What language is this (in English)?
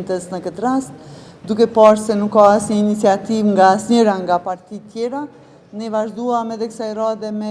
Albanian